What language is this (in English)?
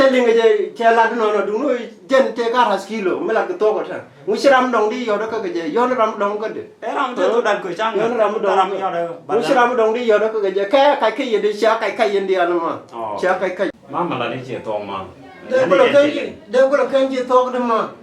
Nuer